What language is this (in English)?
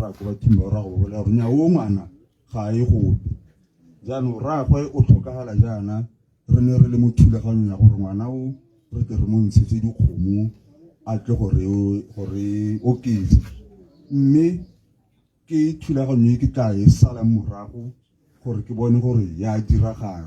Tswana